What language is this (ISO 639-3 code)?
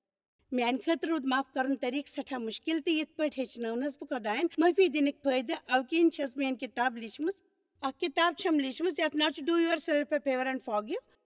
kas